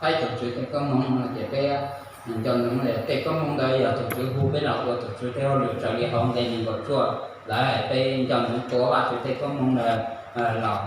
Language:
Hmong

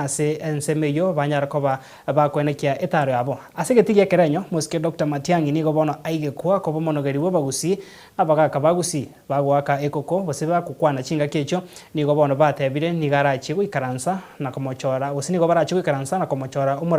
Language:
Gusii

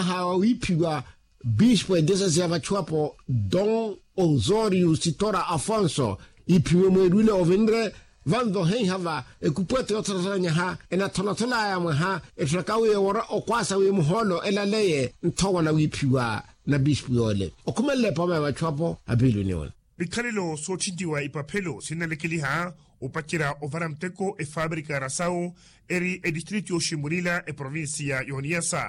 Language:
Makhuwa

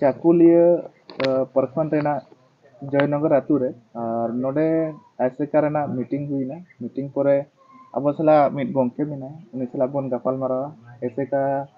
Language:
Santali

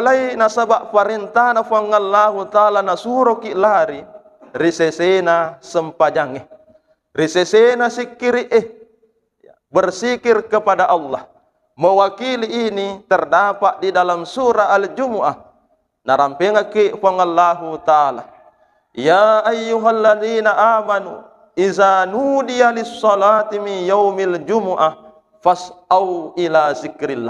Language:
Buginese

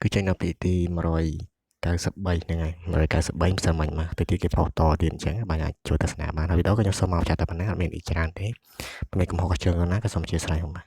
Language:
Khmer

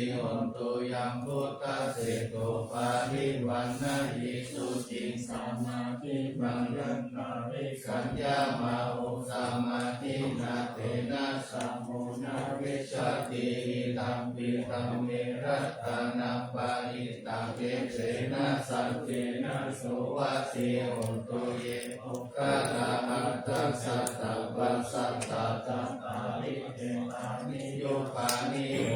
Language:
Pali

